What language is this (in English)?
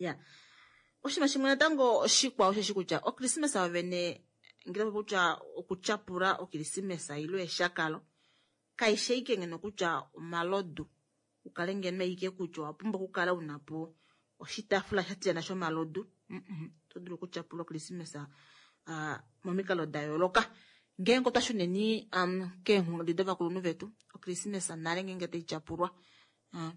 Kuanyama